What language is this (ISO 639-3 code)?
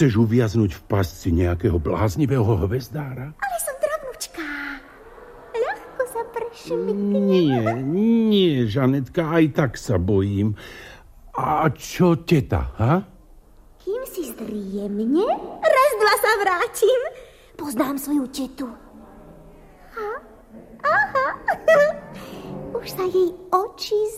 slk